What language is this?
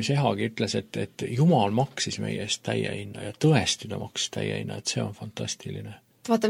Estonian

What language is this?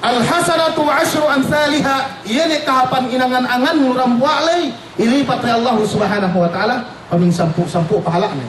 Yakan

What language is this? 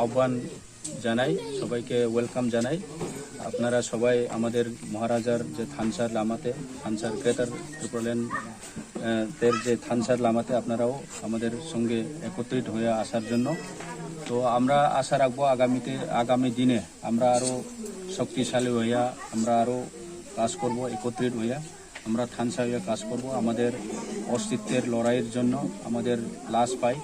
Riang (India)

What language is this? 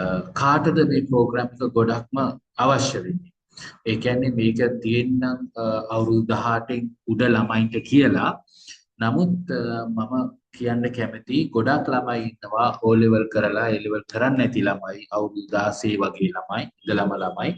Sinhala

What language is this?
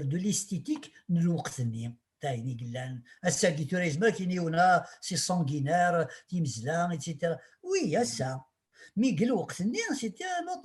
Kabyle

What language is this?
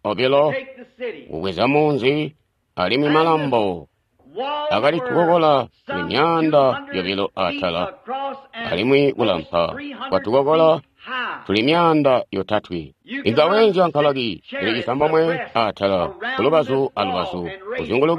Tonga (Zambia)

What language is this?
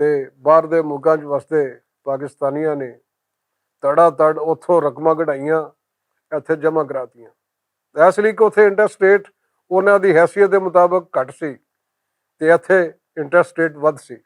Western Panjabi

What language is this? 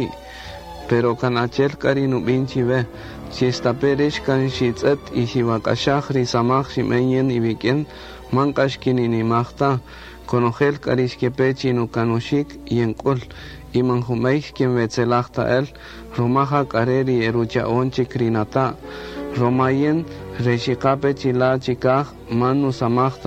Kaqchikel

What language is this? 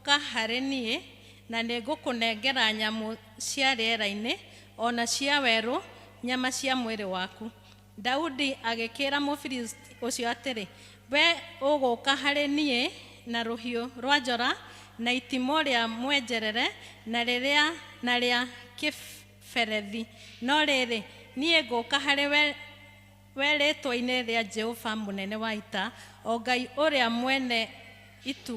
Kikuyu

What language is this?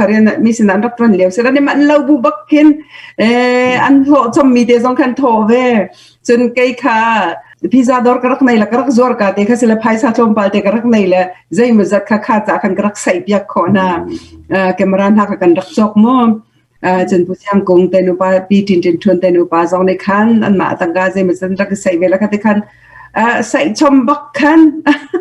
Hakha Chin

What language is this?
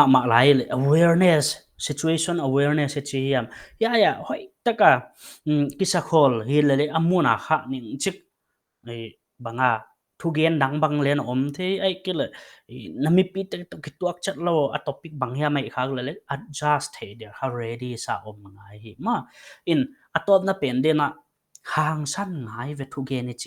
Paite Chin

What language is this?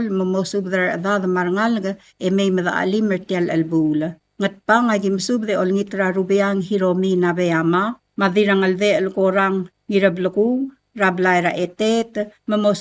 Palauan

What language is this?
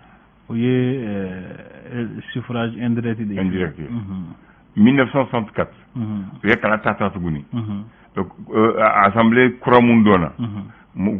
Bambara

